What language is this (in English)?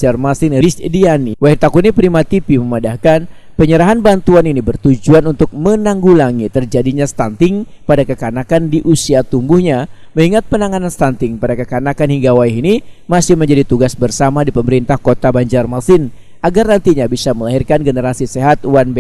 Banjar